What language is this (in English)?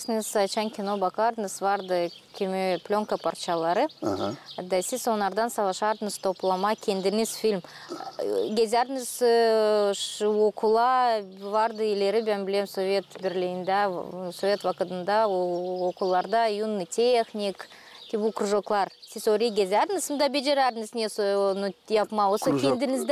Gagauz